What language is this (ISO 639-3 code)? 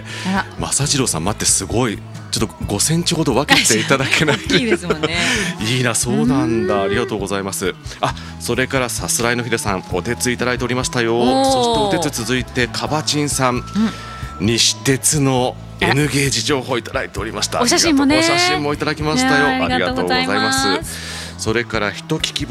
jpn